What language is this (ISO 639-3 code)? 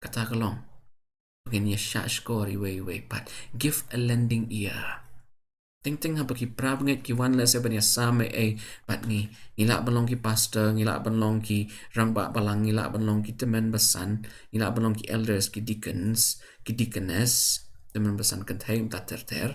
kha